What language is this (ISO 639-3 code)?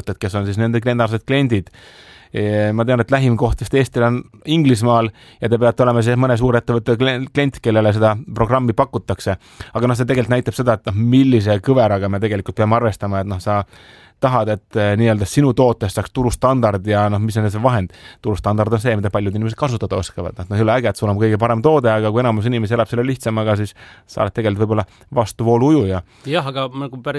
est